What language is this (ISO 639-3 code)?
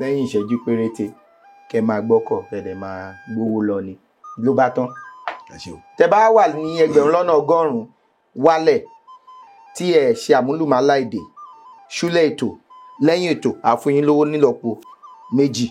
yor